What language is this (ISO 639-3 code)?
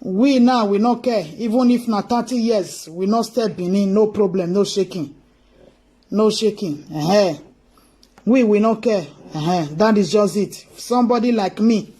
pcm